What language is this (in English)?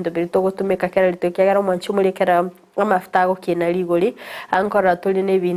Gusii